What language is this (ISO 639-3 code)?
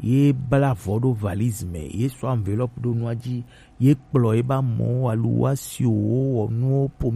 gej